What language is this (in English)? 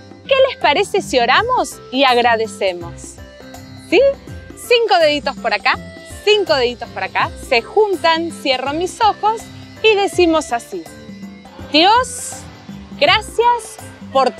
Spanish